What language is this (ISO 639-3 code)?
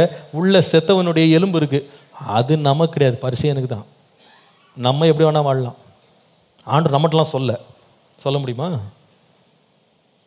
tam